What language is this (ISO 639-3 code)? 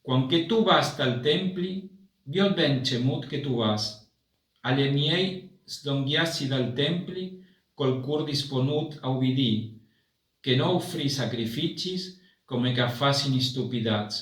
fur